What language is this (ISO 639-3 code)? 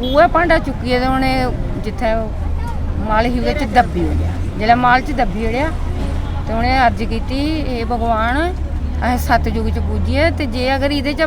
doi